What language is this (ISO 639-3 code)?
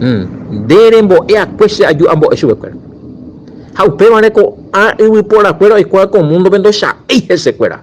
grn